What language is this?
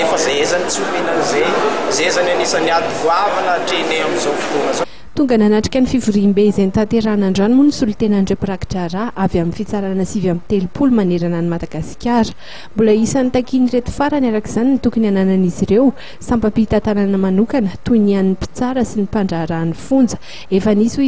Malagasy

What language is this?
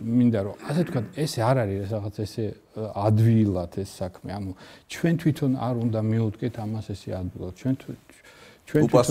Georgian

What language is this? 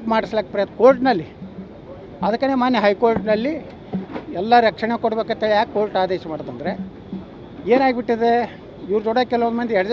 Kannada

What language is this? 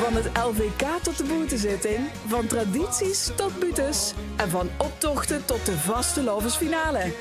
Limburgish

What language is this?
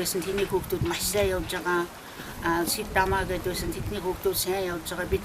Mongolian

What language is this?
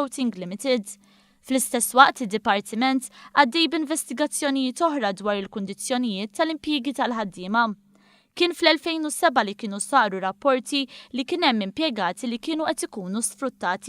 Maltese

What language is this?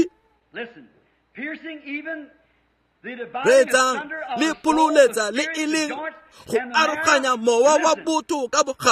Tswana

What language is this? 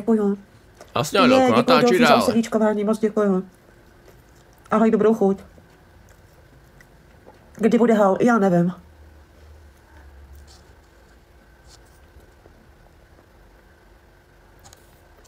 Czech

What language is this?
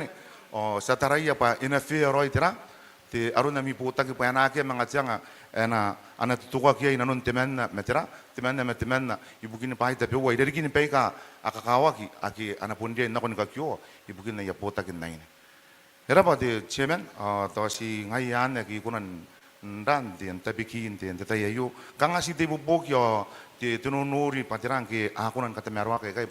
Gilbertese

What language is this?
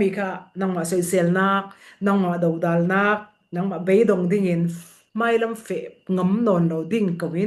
Falam Chin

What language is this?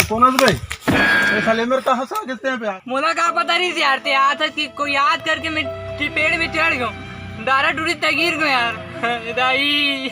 Chhattisgarhi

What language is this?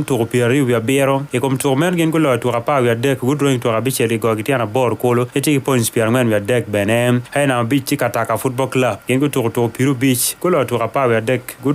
Acoli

